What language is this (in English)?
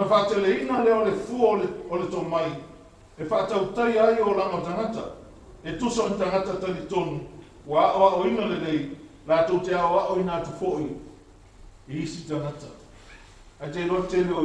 Samoan